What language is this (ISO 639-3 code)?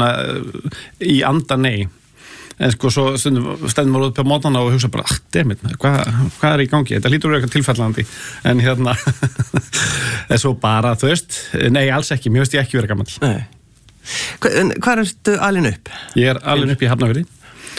isl